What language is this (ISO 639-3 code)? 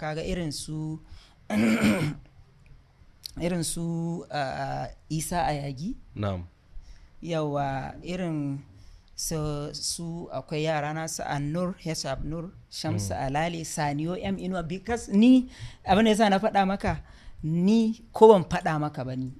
hau